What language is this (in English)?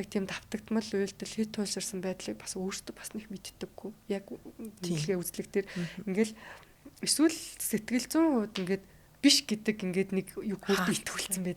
Mongolian